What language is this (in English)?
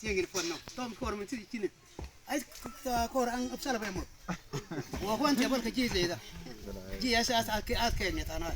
Mabaan